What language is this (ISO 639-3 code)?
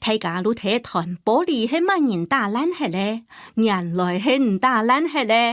hak